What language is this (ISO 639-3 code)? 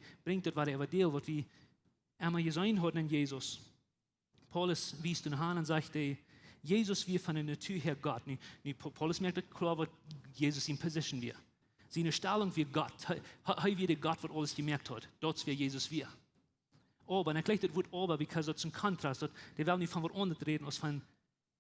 pdt